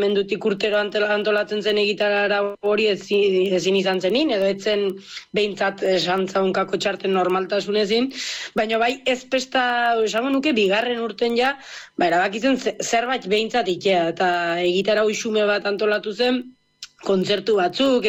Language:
Basque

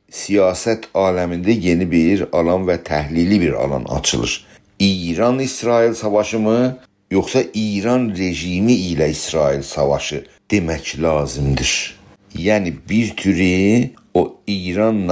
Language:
South Azerbaijani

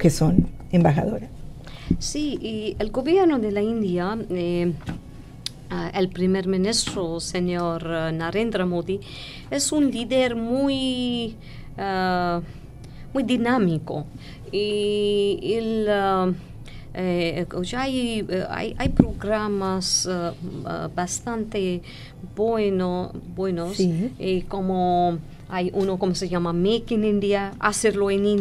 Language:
Spanish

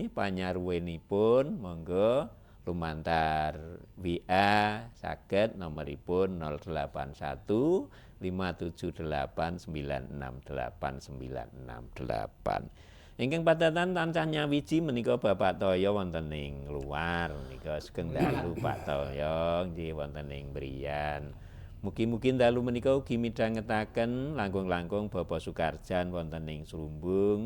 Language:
Javanese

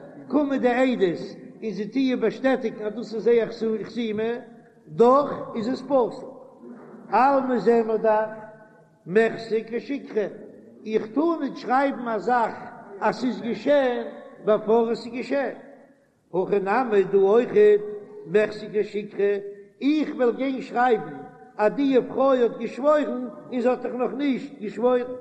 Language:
Yiddish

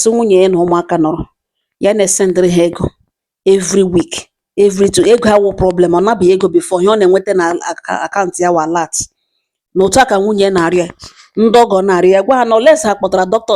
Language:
Igbo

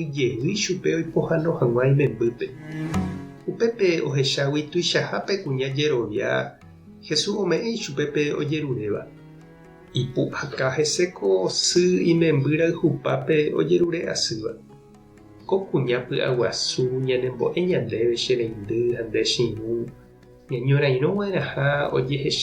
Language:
Guarani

